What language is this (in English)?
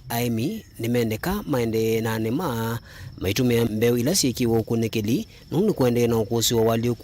Kamba